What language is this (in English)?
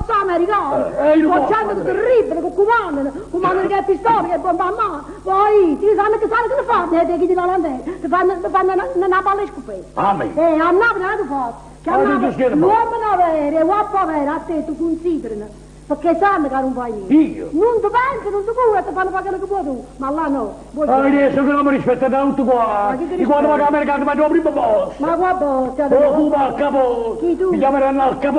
Neapolitan